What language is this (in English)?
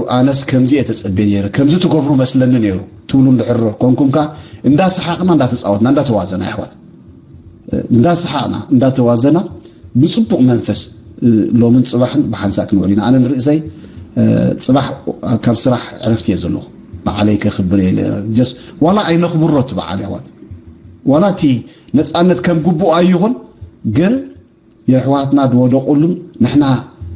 Tigrinya